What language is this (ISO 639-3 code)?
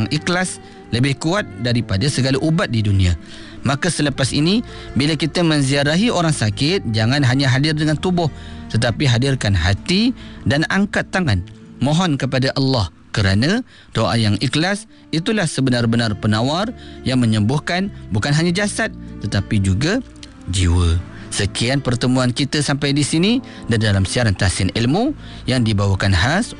msa